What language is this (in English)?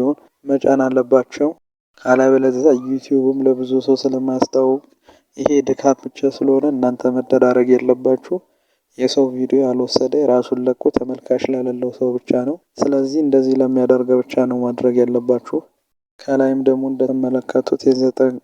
Amharic